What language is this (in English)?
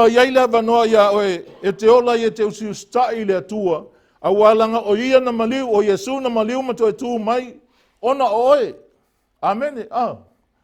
Samoan